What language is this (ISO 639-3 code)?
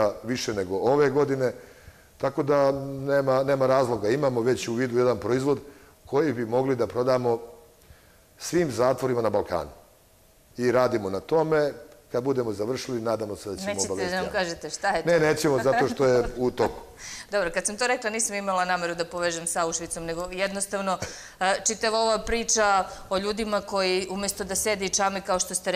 srp